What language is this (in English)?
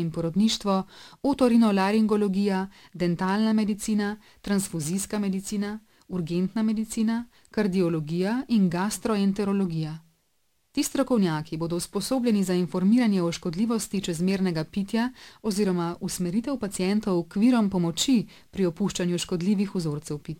Slovenian